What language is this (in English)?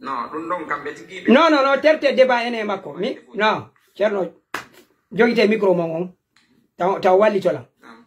Fula